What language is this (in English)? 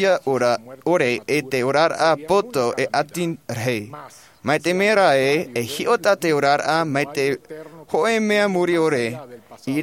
Tahitian